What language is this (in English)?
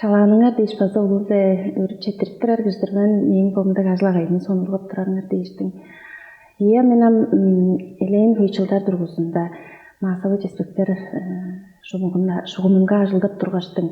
Tuvinian